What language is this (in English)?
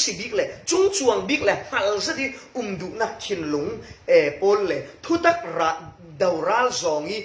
Falam Chin